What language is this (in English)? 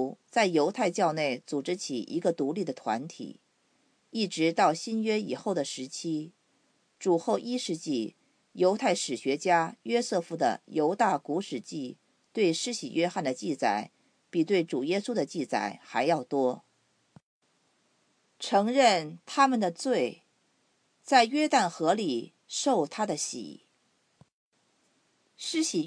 Chinese